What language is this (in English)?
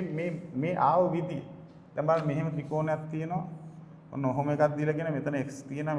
Sinhala